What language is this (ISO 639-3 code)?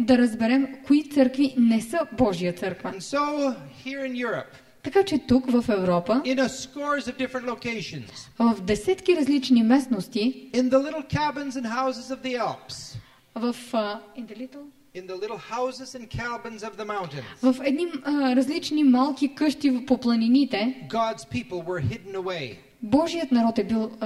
bul